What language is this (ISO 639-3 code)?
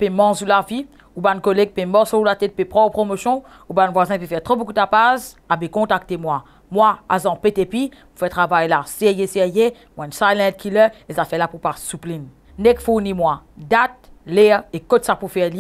mfe